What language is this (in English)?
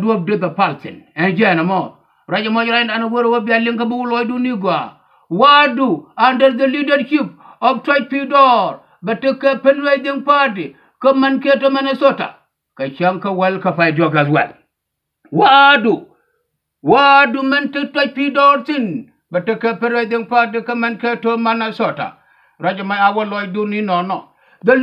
Nuer